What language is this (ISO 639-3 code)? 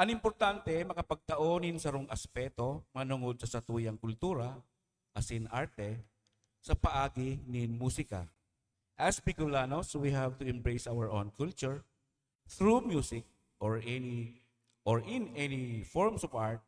bik